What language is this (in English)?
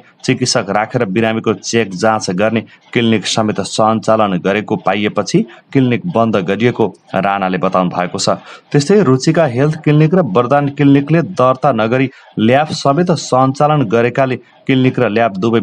Nepali